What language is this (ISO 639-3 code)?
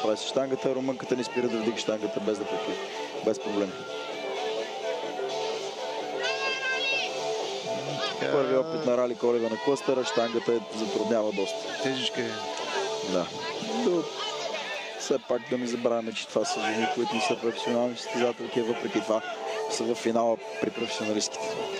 bul